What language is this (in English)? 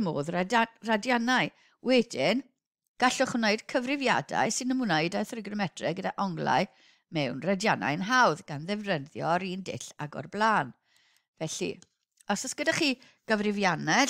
Welsh